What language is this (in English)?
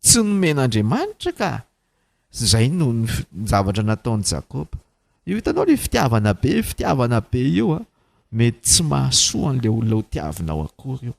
Malagasy